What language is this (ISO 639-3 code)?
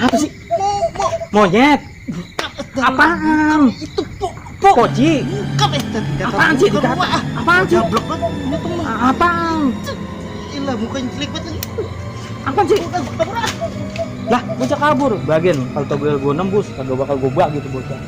bew